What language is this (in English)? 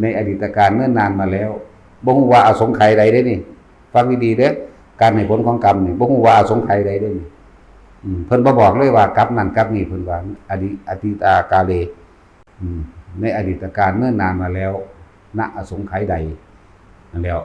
Lao